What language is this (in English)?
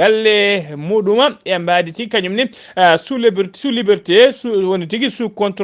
Fula